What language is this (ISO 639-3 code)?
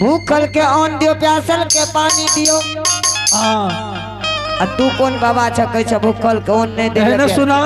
anp